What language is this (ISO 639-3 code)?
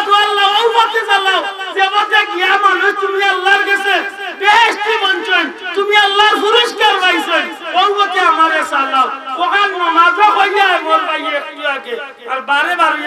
syl